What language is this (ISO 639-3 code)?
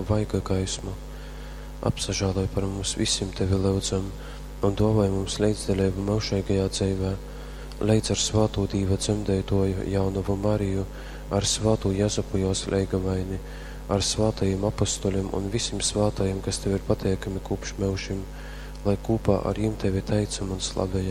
ltg